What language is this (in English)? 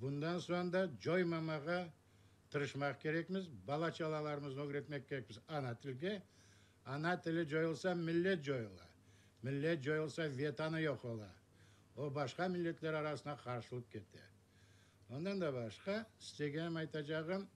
Crimean Tatar